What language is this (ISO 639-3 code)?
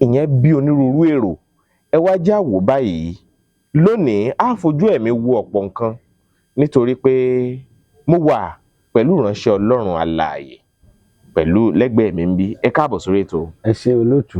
yor